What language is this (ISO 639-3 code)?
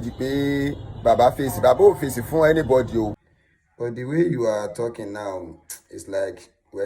yor